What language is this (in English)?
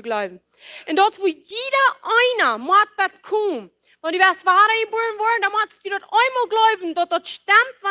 Plautdietsch